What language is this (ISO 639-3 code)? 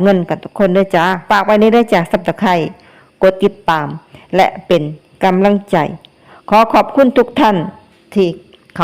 lao